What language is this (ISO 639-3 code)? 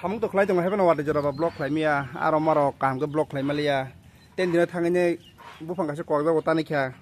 trp